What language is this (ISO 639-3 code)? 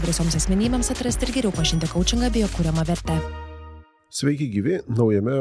lit